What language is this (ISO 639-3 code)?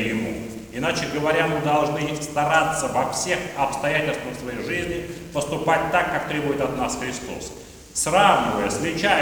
rus